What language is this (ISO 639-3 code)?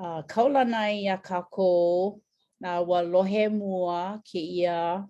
haw